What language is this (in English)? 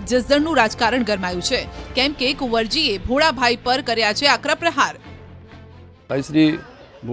Gujarati